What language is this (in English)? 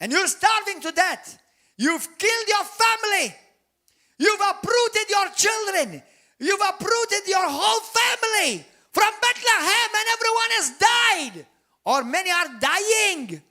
English